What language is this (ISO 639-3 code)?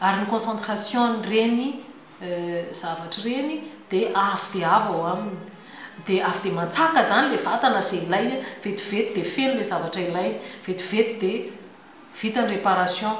mlg